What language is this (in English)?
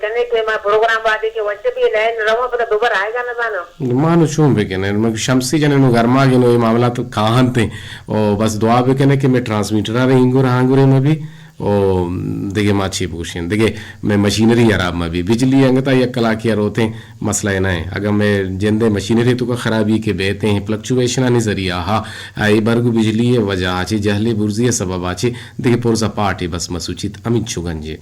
Eastern Balochi